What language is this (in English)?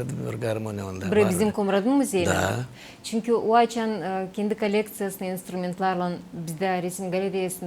Gagauz